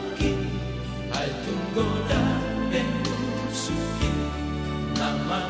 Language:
Batak Toba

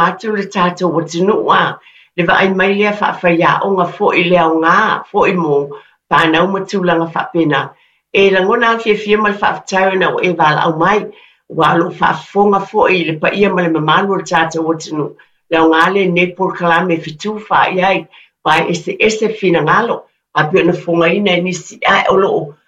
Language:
Samoan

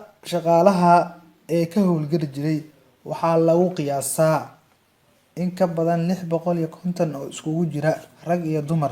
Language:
Somali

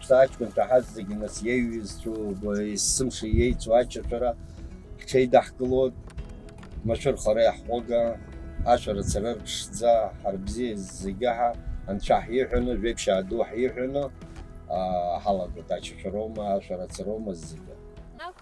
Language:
Abkhazian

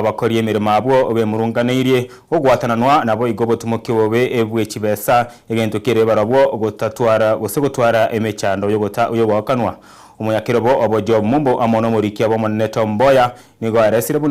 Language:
Gusii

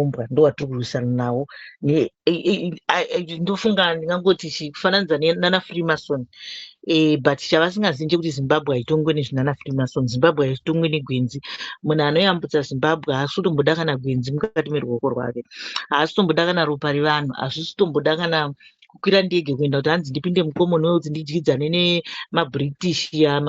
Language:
Shona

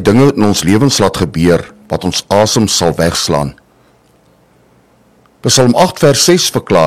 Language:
Afrikaans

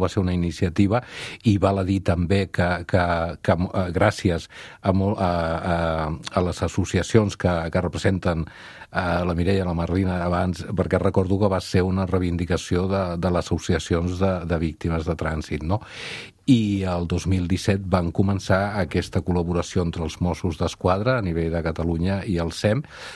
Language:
Catalan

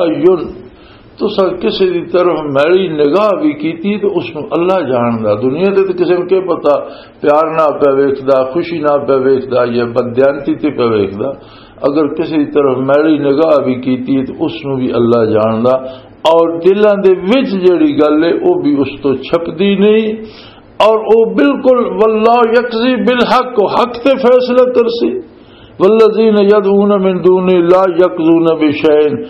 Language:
Western Panjabi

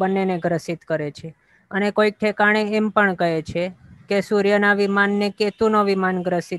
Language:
Gujarati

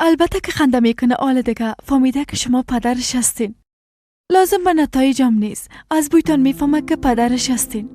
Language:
Persian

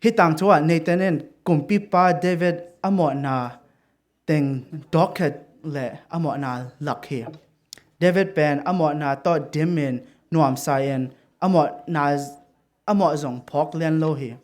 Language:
Tedim Chin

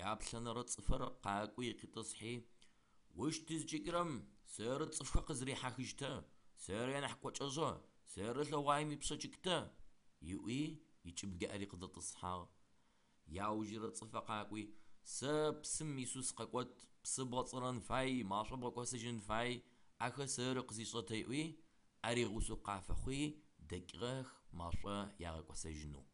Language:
Adyghe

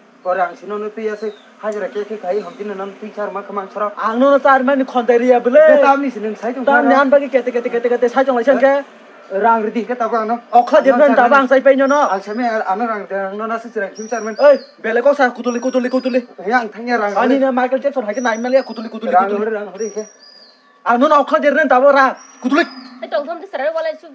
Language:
Kok Borok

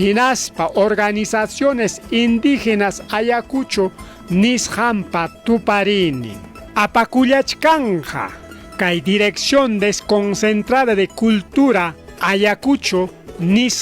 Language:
Ayacucho Quechua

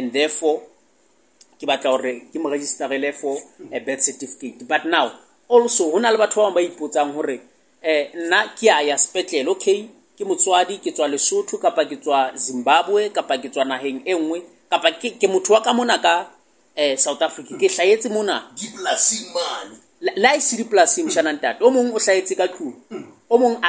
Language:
Southern Sotho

